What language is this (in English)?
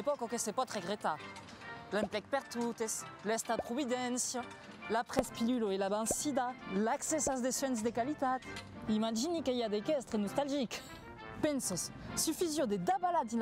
Occitan